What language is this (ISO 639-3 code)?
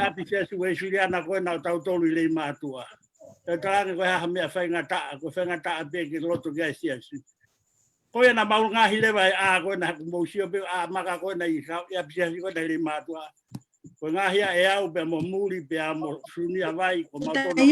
ton